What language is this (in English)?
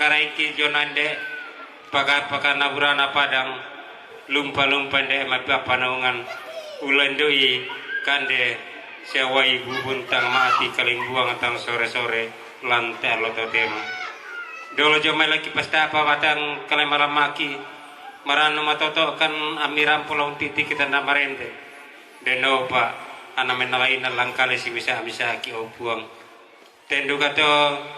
Toraja-Sa'dan